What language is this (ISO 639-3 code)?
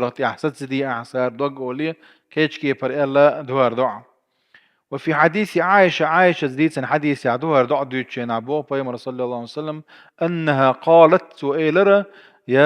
che